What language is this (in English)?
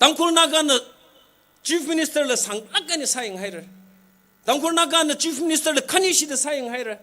Tangkhul Naga (India)